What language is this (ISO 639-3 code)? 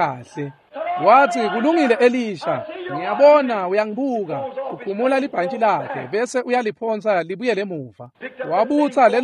ssw